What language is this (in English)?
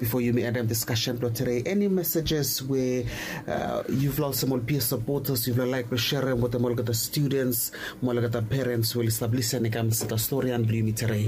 Bislama